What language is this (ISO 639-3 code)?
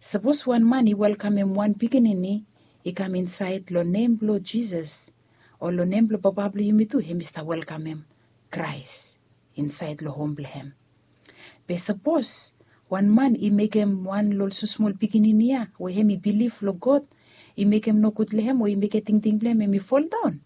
bis